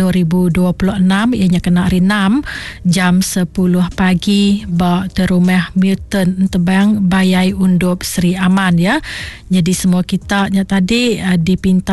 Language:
Iban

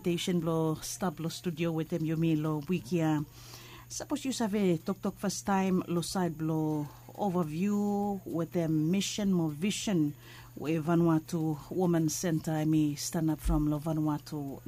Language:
Bislama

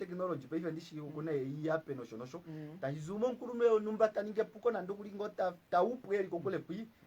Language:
Kuanyama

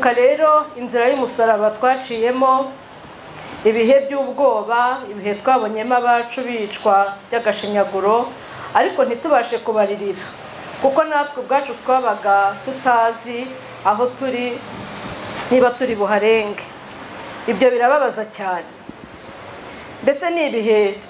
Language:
Kinyarwanda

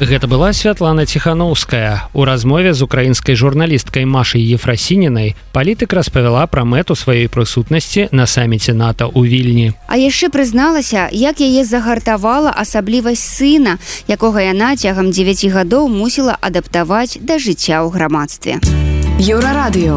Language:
Belarusian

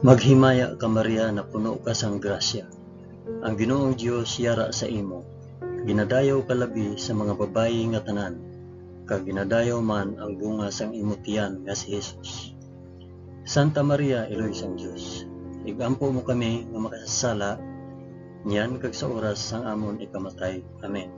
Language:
Hiligaynon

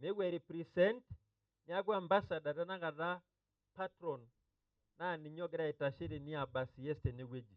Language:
Masai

